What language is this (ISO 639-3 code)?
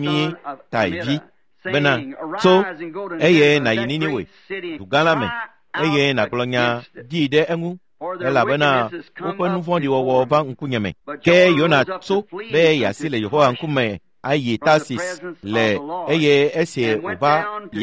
ewe